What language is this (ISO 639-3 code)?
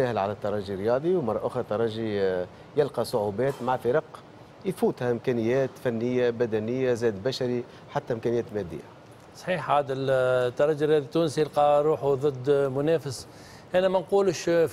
aeb